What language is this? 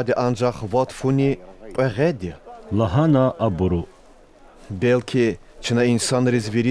Lezghian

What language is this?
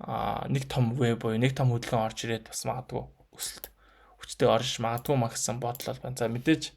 Mongolian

